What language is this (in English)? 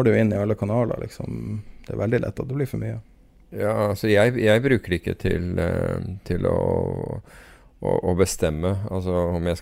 Norwegian